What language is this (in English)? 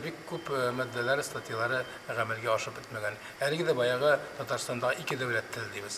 Tatar